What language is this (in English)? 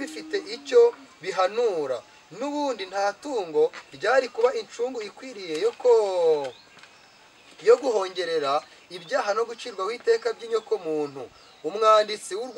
Kinyarwanda